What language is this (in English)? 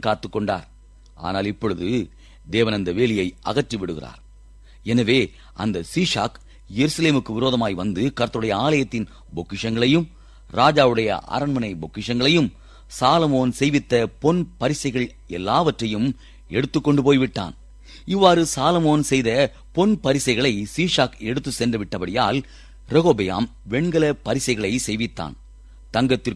Tamil